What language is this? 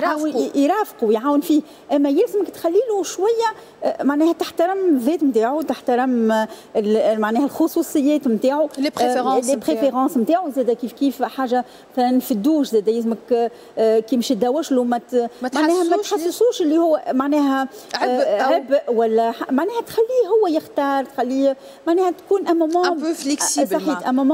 Tunisian Arabic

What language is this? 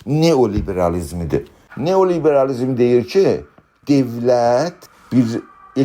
South Azerbaijani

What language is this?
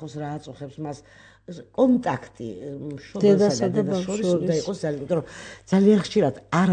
Georgian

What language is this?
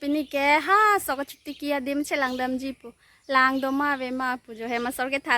Karbi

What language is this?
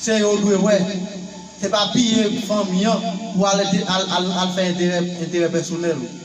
Haitian Creole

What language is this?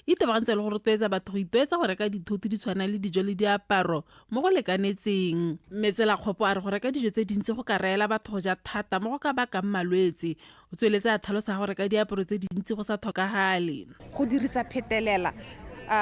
Tswana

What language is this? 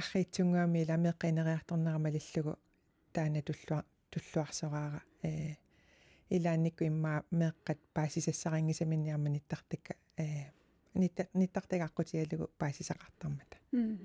Kalaallisut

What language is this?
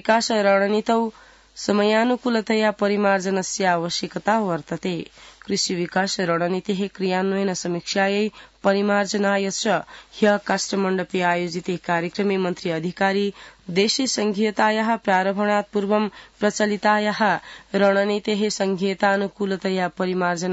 Sanskrit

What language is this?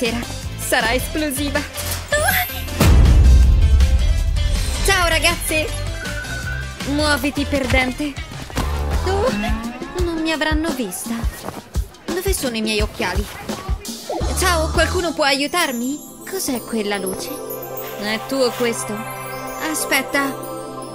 Italian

